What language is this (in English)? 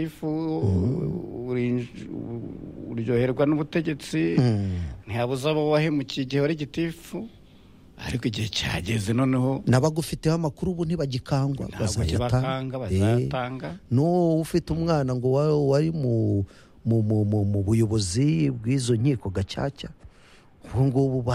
Kinyarwanda